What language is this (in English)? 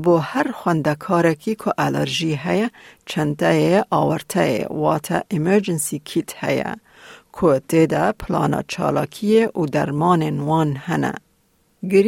Kurdish